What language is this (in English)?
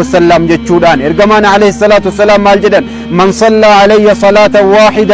Oromo